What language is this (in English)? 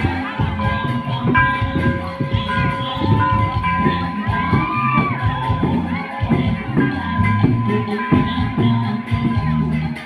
Lao